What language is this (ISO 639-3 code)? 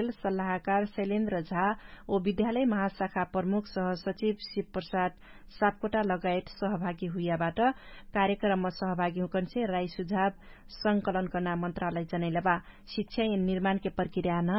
thl